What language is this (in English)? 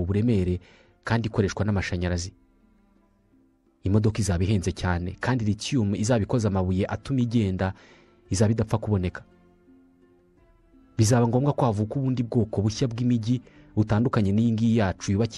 Kinyarwanda